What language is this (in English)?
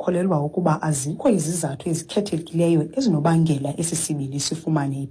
Xhosa